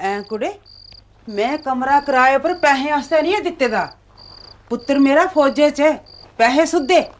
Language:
Dogri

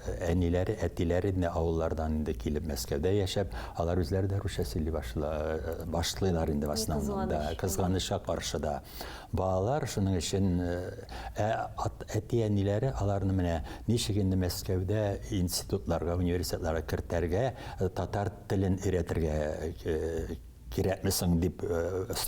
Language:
Tatar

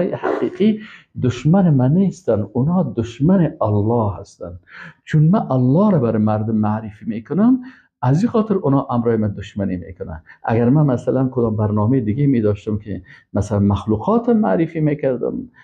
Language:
Persian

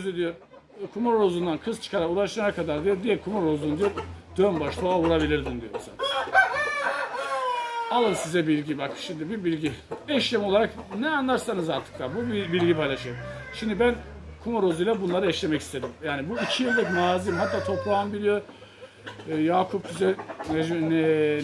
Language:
Turkish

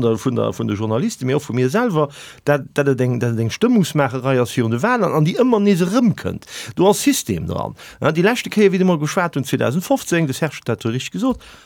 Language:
Luxembourgish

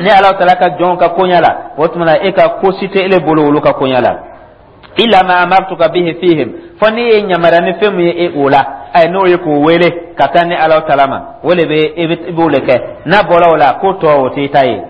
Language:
Dyula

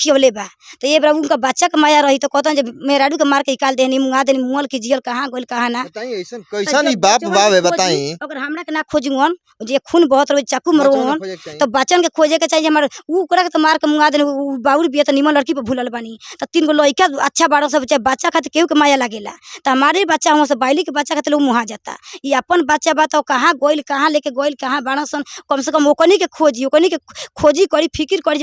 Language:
Bhojpuri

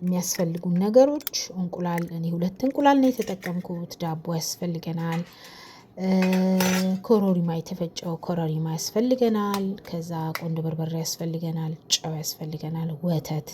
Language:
Amharic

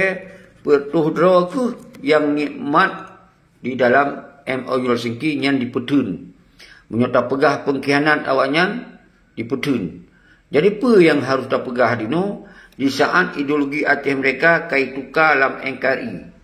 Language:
Achinese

